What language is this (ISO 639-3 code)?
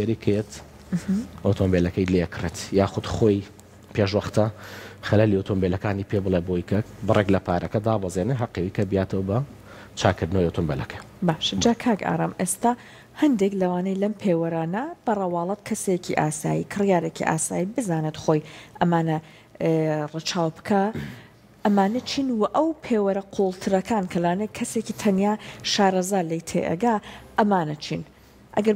ckb